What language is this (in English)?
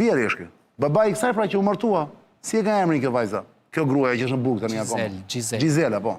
Albanian